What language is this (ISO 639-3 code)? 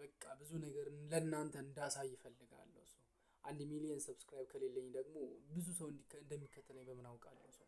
amh